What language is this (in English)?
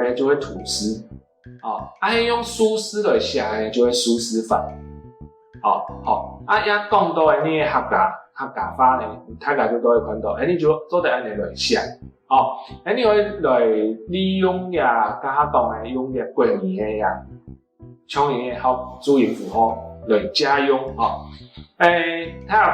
Hakka Chinese